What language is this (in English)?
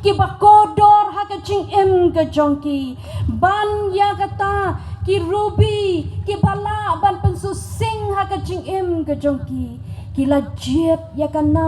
Khasi